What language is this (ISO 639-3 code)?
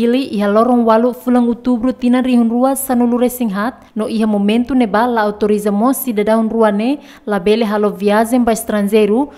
tet